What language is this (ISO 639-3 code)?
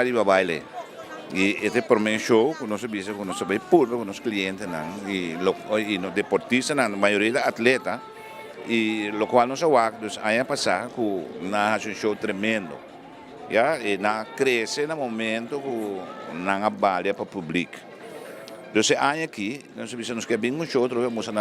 pap